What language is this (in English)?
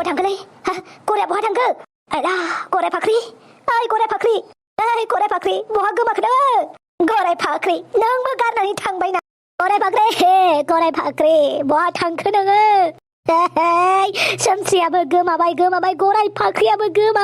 Bodo